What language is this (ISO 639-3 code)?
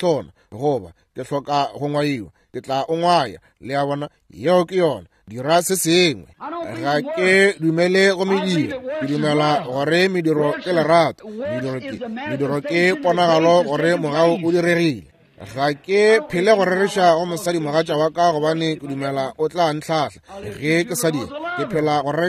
nso